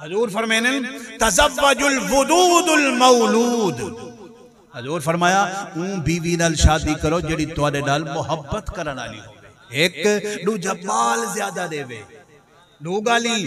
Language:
Saraiki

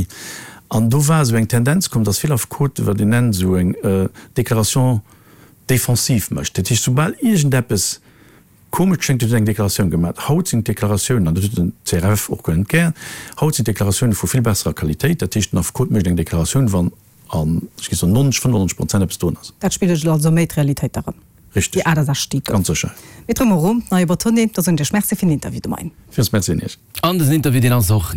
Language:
Luxembourgish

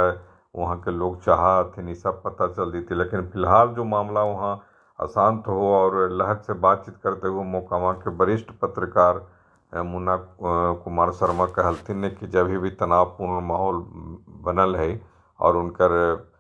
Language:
Magahi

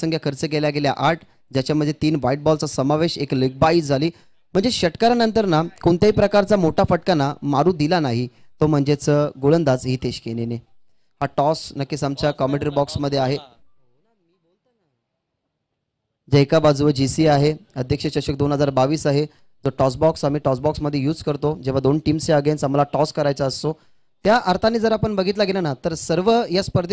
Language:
Marathi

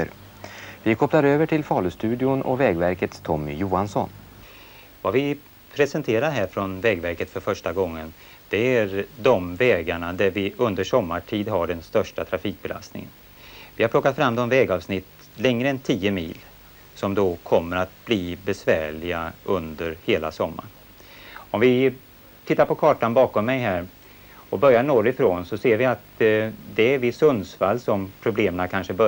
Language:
Swedish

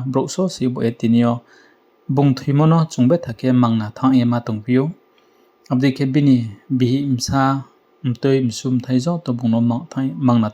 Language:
Riang (India)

